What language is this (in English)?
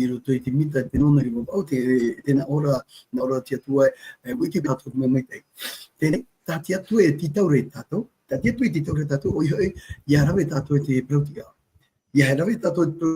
Tahitian